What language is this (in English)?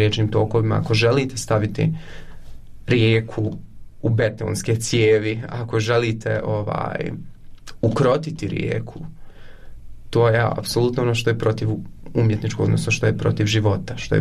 Croatian